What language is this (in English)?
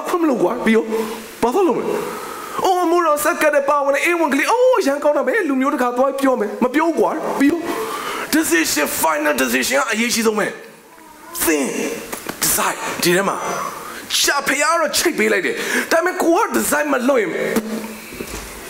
Burmese